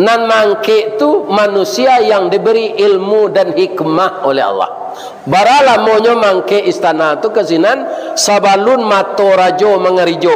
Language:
Minangkabau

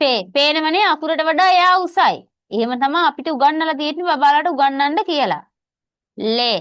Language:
Sinhala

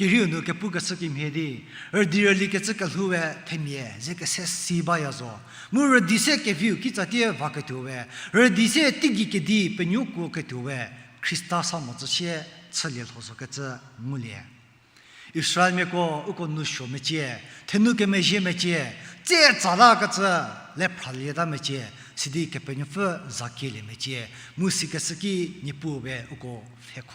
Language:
Angami Naga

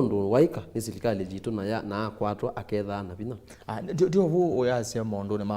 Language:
Kamba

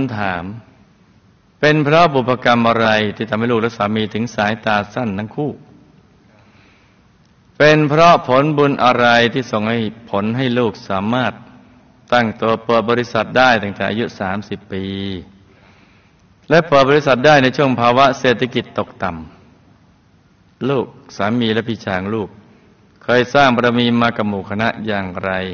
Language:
Thai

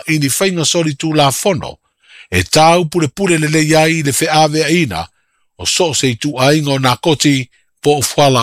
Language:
Samoan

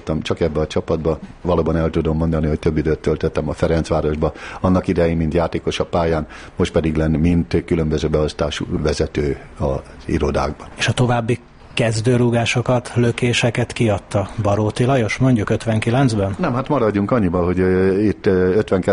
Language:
Hungarian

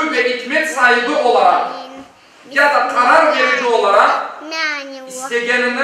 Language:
Crimean Tatar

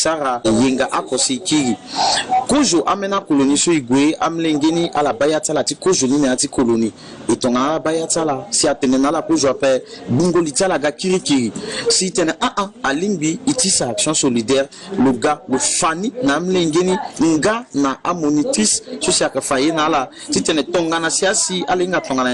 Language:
Sango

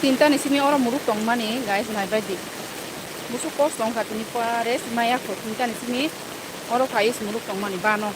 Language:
Kok Borok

